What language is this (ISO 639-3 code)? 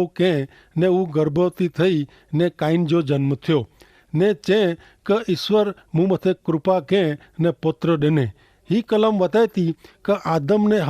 kfr